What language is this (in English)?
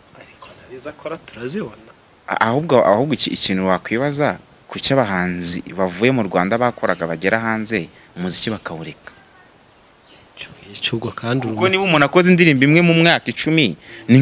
Kinyarwanda